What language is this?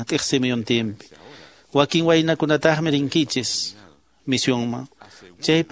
Quechua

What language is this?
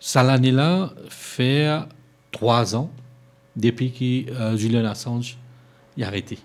Morisyen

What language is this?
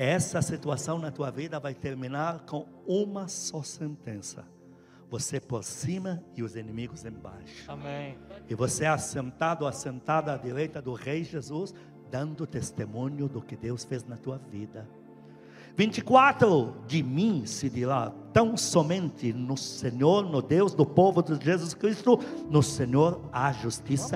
Portuguese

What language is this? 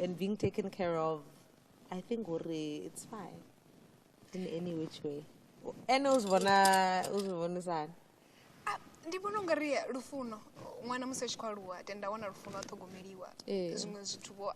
Venda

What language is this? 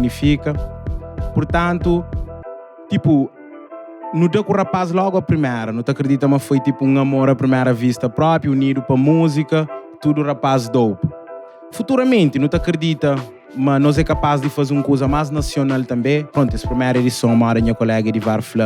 Kabuverdianu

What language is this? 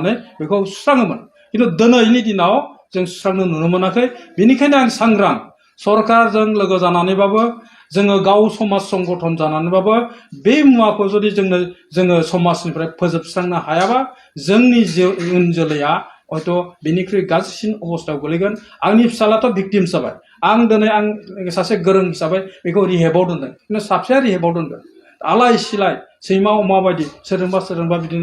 Bodo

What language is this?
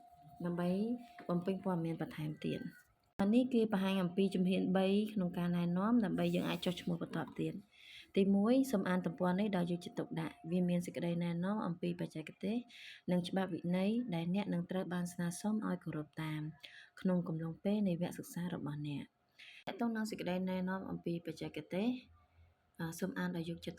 Khmer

